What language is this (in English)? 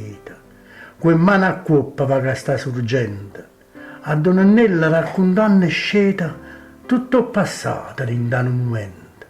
Neapolitan